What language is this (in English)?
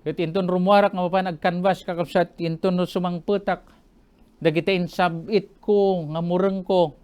Iloko